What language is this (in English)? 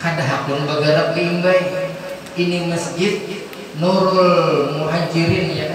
Banjar